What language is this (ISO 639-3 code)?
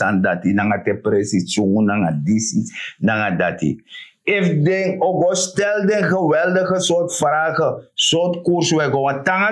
srn